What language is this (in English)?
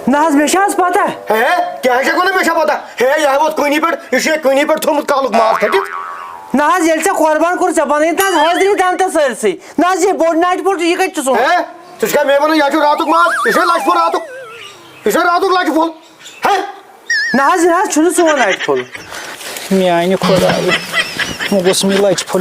Kashmiri